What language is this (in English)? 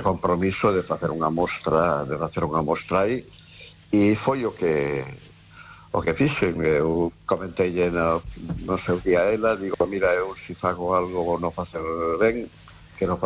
Galician